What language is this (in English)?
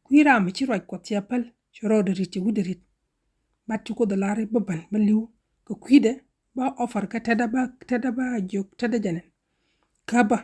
Nuer